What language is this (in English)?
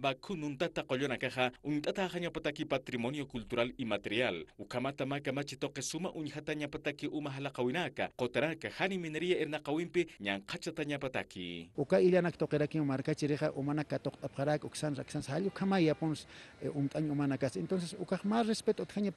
Aymara